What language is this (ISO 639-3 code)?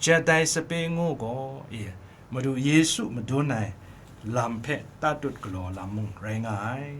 kac